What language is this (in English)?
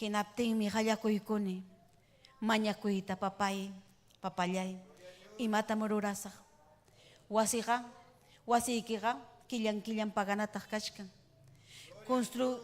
Ayacucho Quechua